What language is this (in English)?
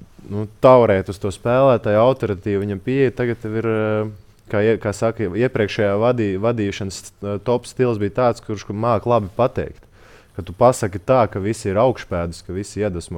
Latvian